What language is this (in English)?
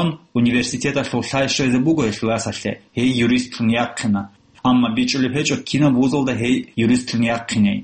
Avaric